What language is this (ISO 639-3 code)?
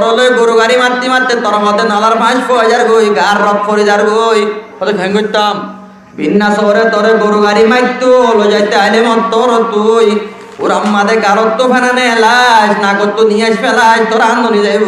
rhg